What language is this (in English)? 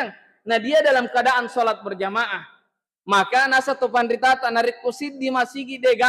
Buginese